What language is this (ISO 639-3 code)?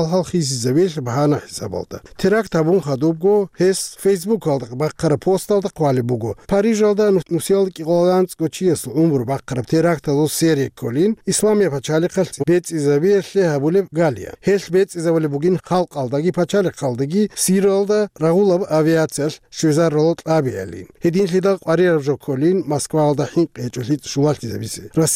ava